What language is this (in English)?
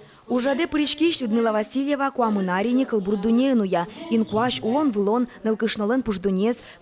Udmurt